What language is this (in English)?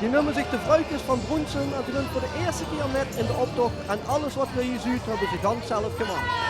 Limburgish